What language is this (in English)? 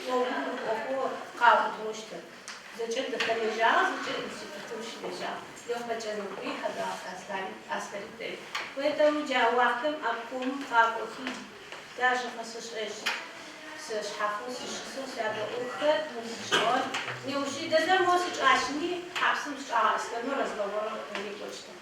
Adyghe